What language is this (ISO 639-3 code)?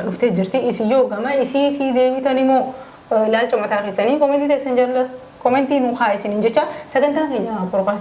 orm